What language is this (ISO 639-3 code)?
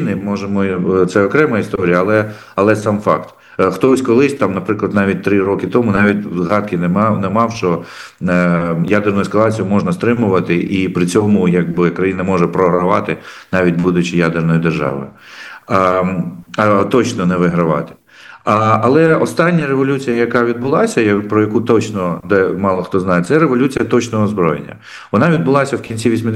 ukr